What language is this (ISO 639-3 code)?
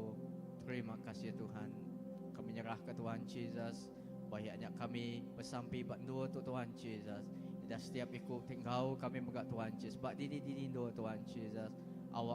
iba